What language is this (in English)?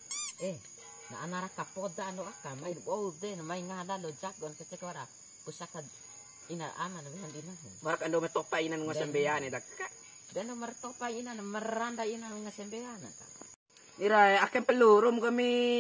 Bima